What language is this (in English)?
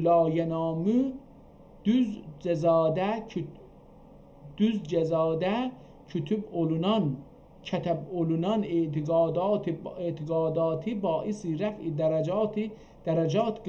South Azerbaijani